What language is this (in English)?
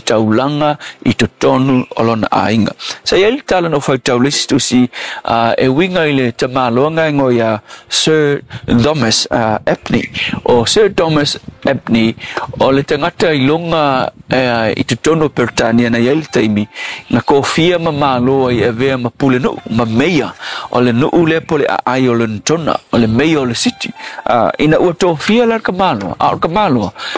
Samoan